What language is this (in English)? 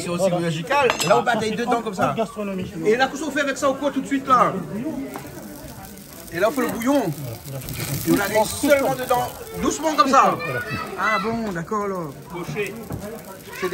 Réunion Creole French